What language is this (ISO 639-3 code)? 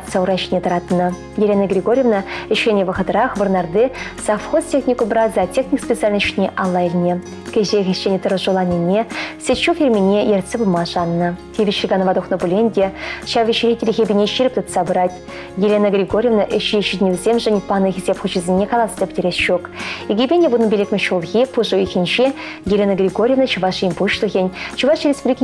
chv